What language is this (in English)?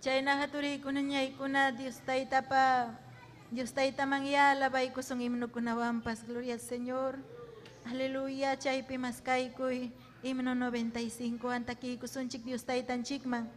Ayacucho Quechua